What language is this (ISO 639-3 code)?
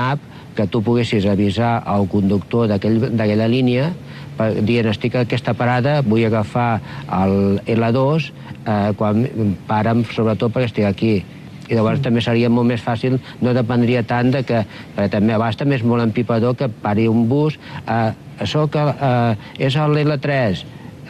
cat